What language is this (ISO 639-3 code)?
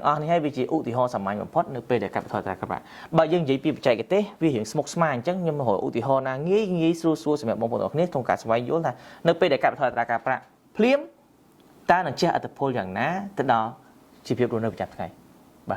khm